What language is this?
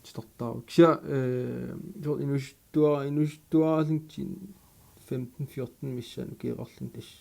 Kalaallisut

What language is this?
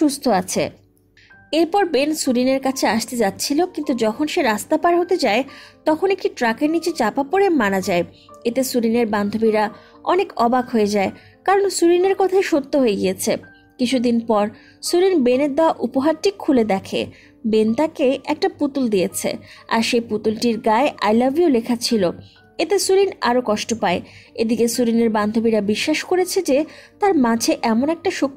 Bangla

